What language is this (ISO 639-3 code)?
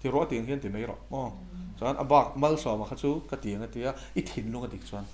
lus